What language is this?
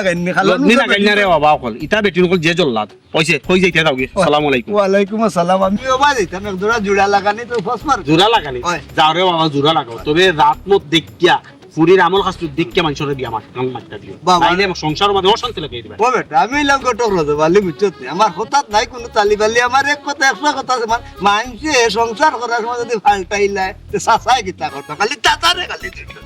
Sylheti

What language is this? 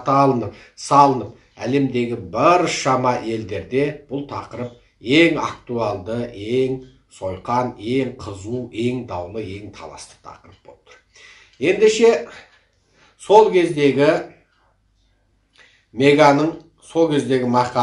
Kazakh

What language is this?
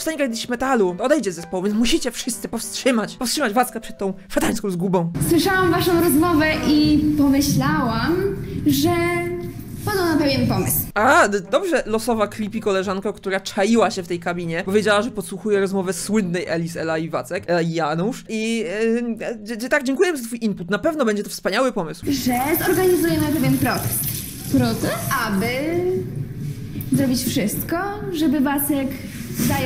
Polish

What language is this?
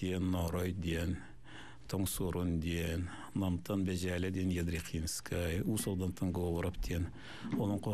Yakut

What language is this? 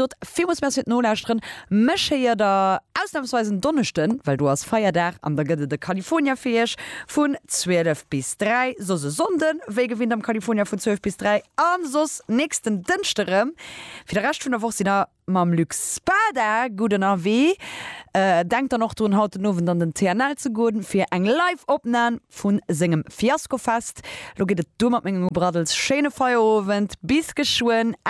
Luxembourgish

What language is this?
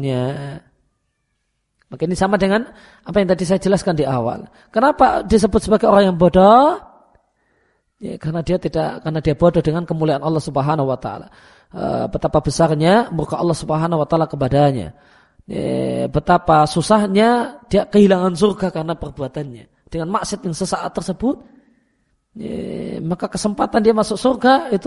Indonesian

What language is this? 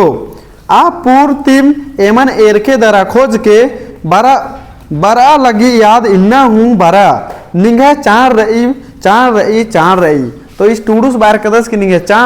Kurukh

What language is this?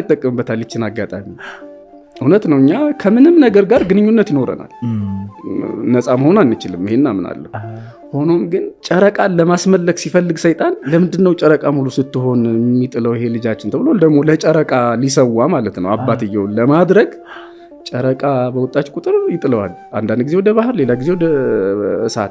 Amharic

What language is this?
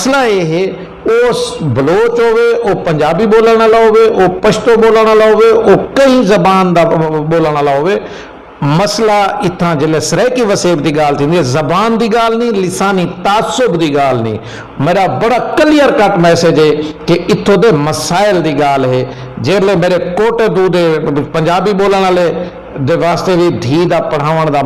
Saraiki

